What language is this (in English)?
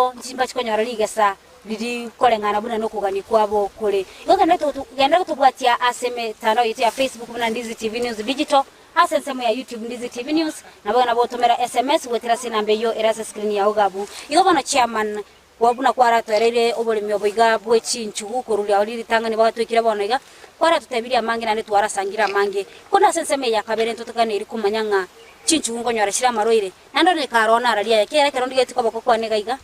Gusii